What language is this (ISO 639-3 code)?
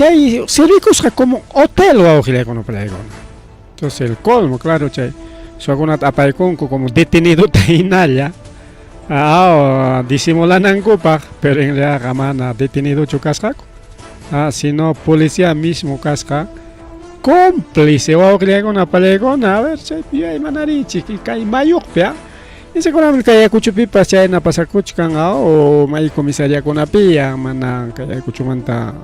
quy